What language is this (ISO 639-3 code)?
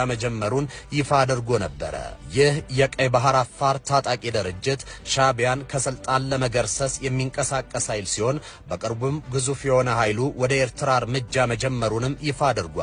amh